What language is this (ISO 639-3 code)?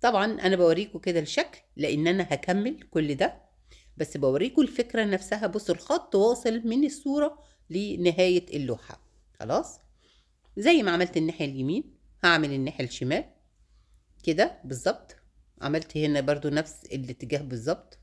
arz